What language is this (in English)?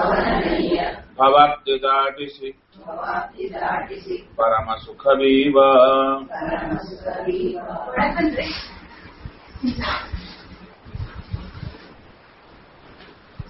Kannada